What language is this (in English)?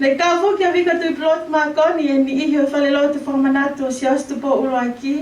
Tongan